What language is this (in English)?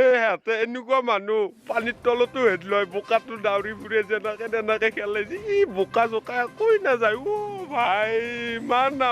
Assamese